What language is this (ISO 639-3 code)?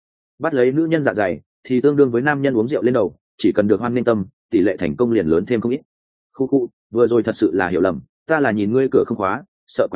vie